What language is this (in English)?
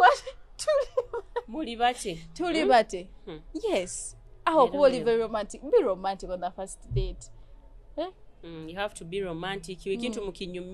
Nyoro